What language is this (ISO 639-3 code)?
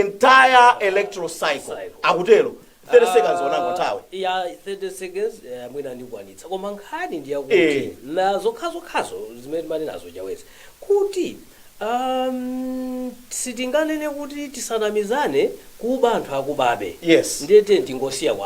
nya